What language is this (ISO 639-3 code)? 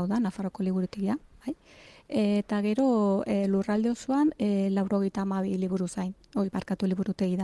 eus